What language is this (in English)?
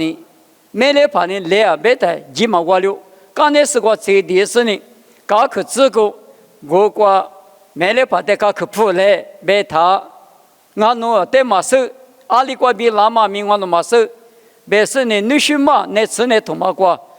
Lisu